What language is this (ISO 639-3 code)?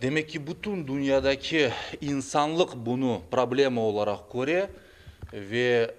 crh